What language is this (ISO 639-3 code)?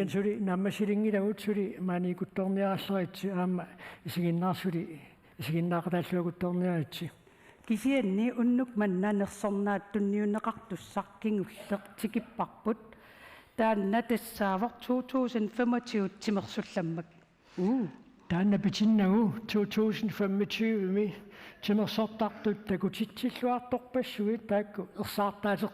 kal